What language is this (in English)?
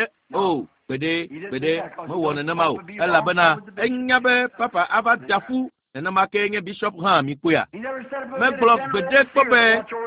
Ewe